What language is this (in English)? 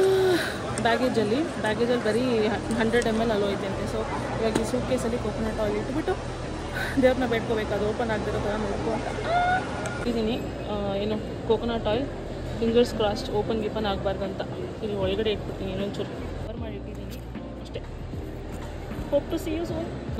Kannada